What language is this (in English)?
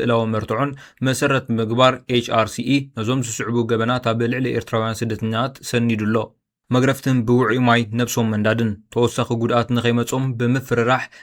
Tigrinya